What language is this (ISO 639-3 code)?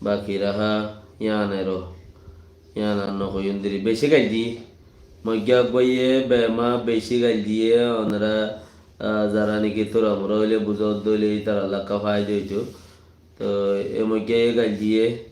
rhg